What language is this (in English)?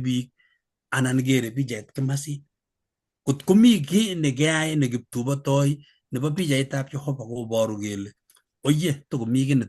Kalenjin